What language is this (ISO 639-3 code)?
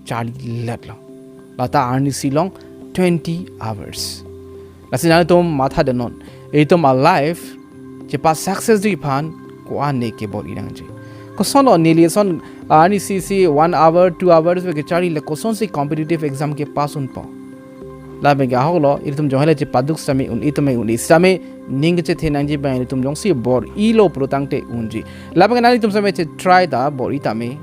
mjw